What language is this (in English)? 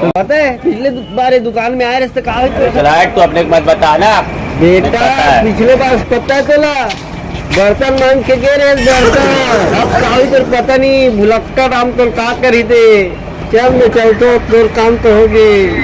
Chhattisgarhi